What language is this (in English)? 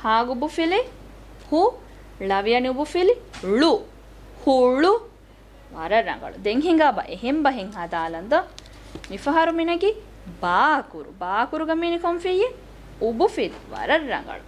Divehi